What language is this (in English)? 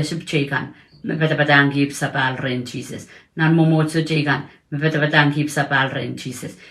Pohnpeian